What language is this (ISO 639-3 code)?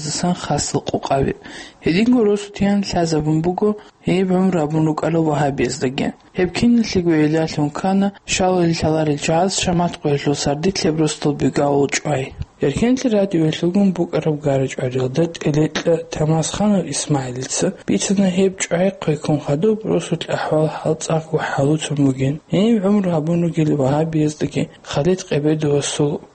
ava